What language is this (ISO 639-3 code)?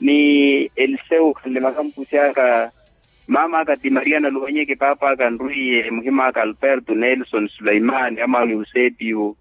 vmw